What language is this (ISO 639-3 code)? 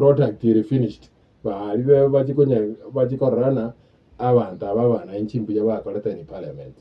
guz